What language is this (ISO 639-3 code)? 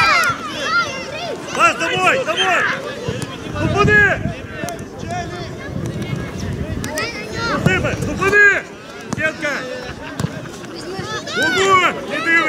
ukr